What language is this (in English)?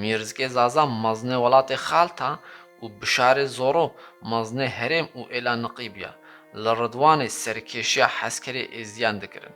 Kurdish